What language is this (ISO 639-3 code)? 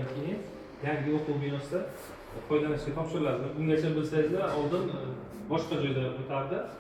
uzb